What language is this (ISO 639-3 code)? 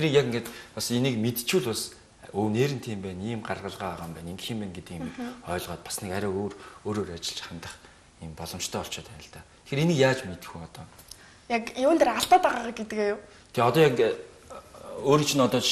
mon